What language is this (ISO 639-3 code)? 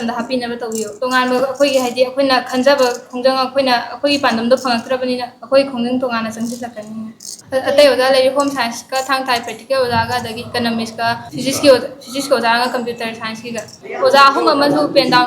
mni